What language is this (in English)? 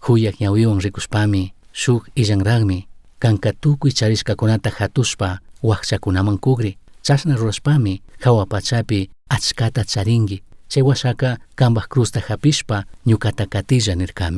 Chimborazo Highland Quichua